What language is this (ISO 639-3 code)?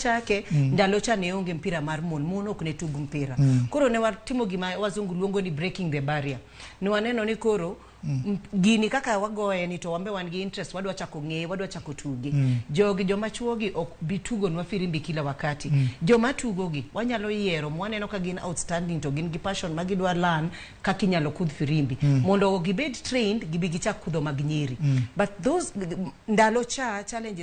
luo